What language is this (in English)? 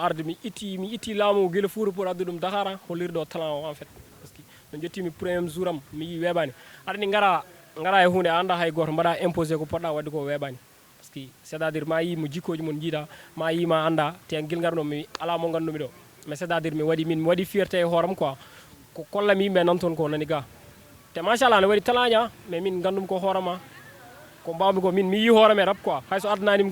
Fula